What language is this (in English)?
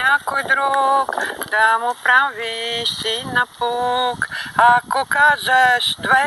Bulgarian